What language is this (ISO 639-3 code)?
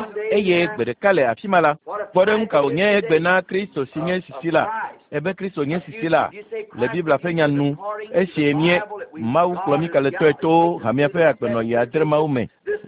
ewe